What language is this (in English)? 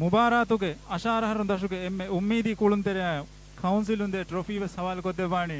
Divehi